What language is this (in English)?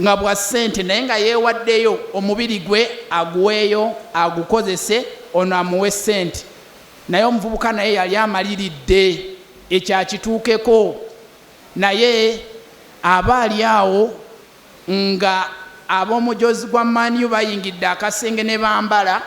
Ganda